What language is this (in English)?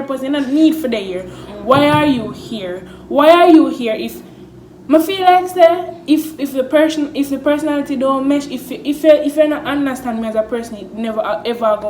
Jamaican Creole English